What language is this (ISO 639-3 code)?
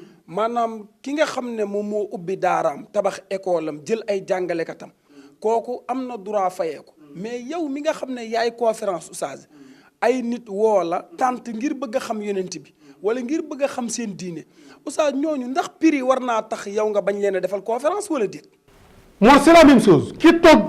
wol